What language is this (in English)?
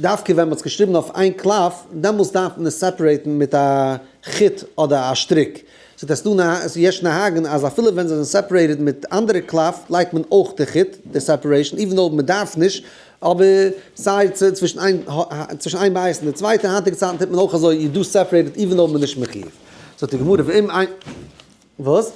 Yiddish